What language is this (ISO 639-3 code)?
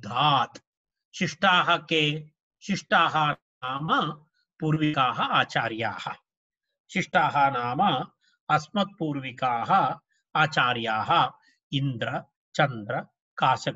san